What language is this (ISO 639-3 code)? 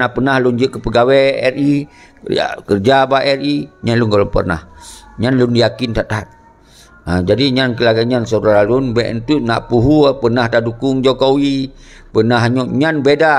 ace